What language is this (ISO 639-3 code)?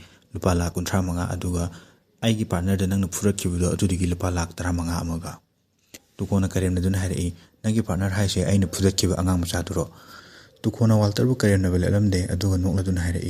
mni